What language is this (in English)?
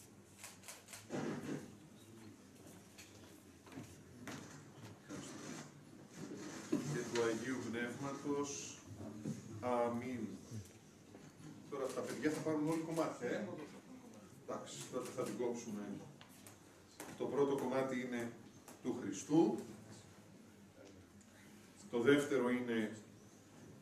Greek